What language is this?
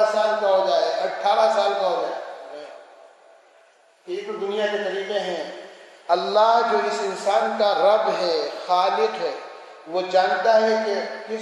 Urdu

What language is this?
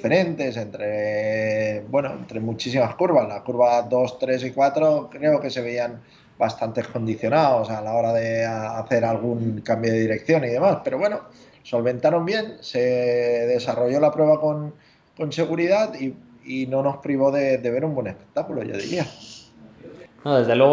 Spanish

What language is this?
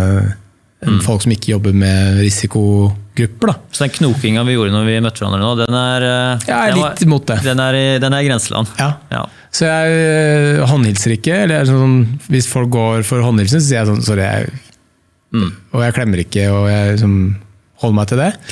Norwegian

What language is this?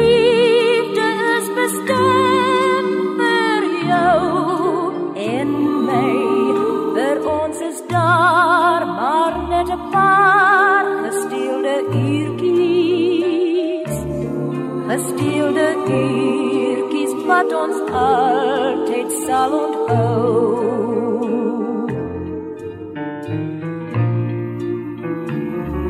Afrikaans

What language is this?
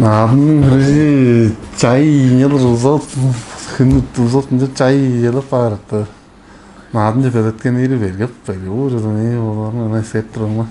Tuvinian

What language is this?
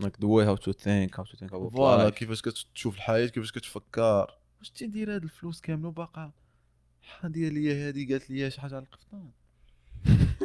Moroccan Arabic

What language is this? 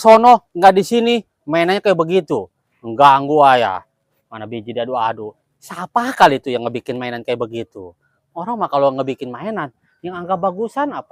Betawi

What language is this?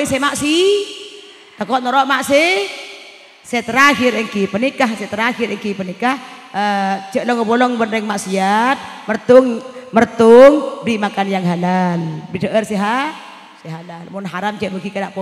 Madurese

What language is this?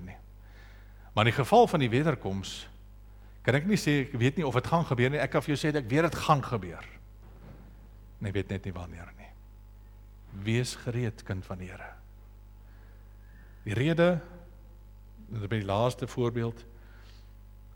Afrikaans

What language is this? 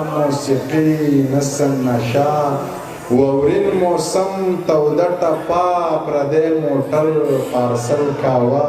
Pashto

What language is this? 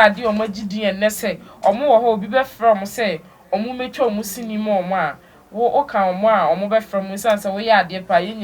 Akan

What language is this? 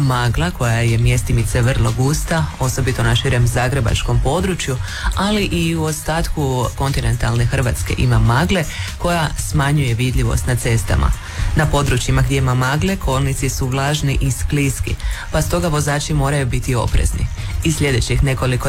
Croatian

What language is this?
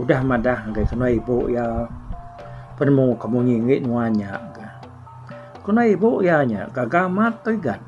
Iban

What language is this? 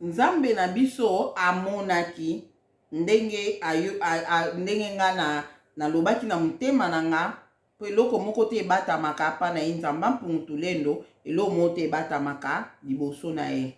Lingala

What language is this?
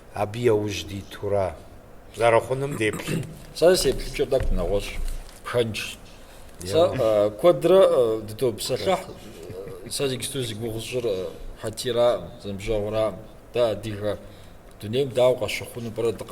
Kabardian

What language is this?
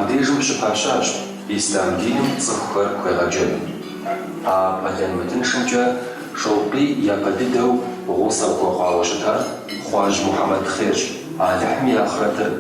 Kabardian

